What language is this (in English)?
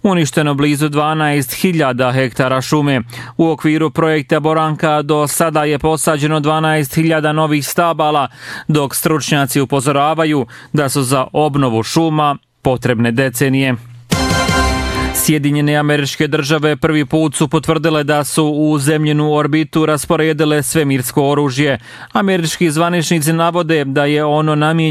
Bosnian